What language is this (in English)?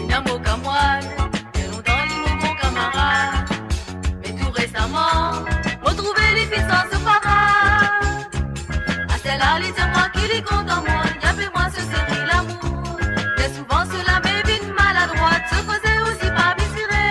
Morisyen